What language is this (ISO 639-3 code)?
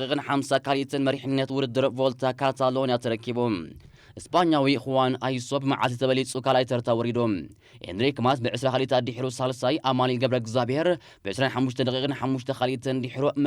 tir